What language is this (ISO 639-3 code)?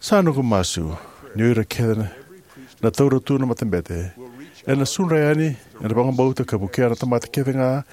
fij